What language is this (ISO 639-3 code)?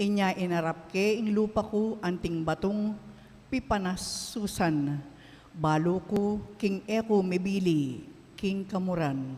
pam